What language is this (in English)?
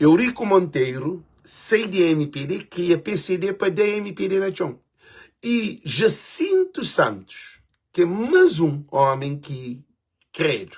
Kabuverdianu